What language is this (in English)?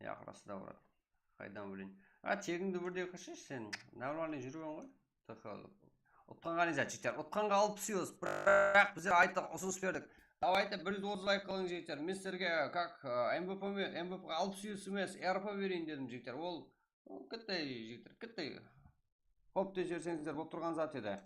Kara-Kalpak